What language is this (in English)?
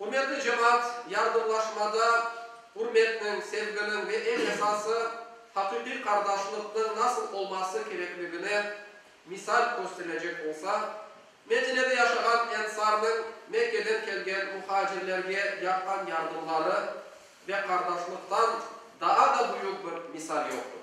Crimean Tatar